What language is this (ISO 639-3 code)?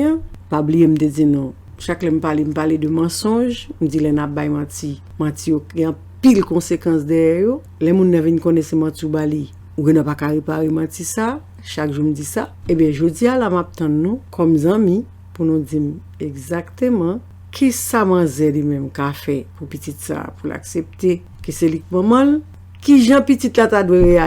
hat